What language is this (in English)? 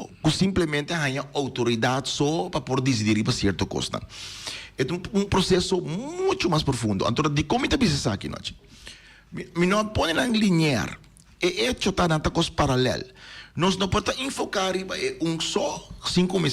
Papiamento